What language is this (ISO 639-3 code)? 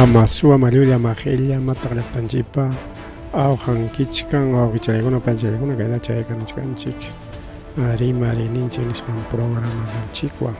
quy